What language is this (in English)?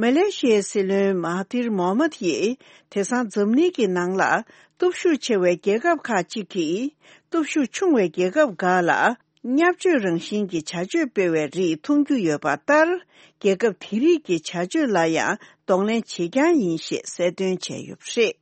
Tibetan